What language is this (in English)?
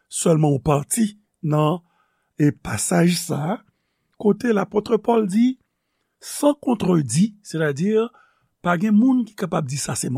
Haitian Creole